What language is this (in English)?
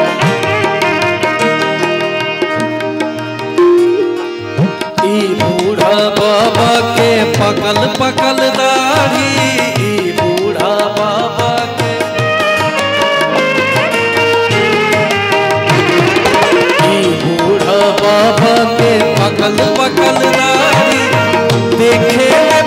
Bhojpuri